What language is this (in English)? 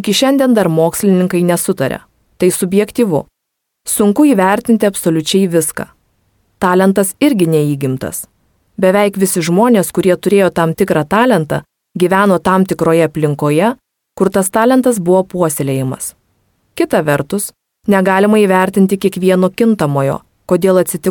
Lithuanian